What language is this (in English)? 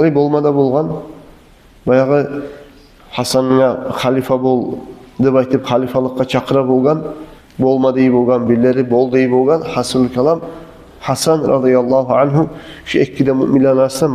Kumyk